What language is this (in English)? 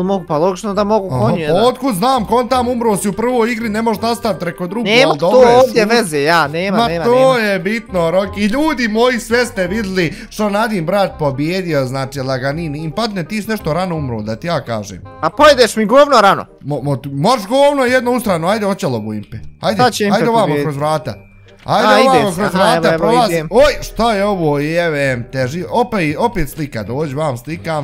Bosnian